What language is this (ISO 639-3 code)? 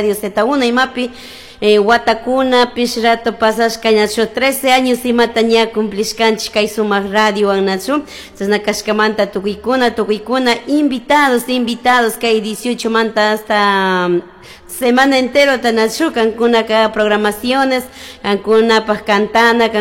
qug